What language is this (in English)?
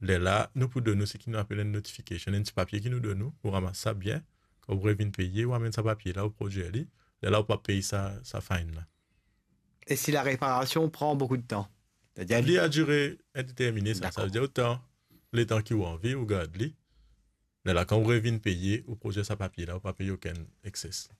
Morisyen